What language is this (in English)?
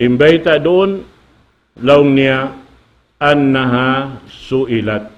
Tausug